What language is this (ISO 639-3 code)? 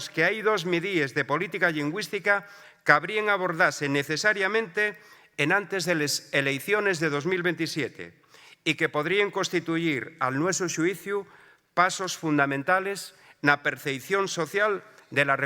ast